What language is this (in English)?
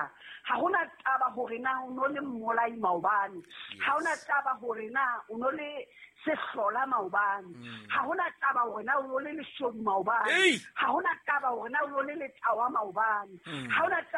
Southern Sotho